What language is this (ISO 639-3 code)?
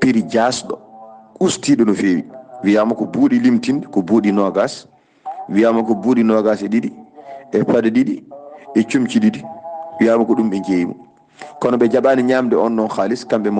ful